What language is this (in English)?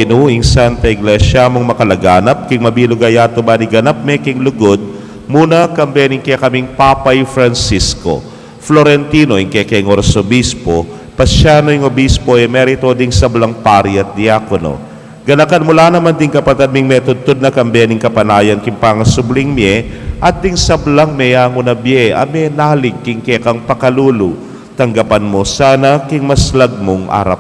Pampanga